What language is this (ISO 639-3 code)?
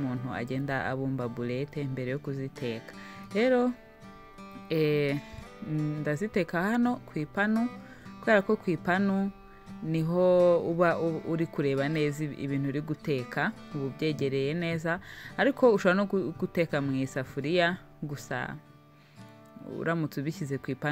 kin